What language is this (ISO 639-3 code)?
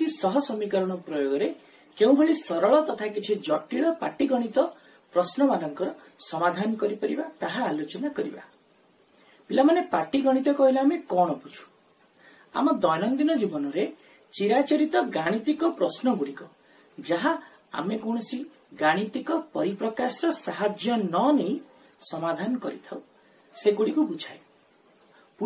ori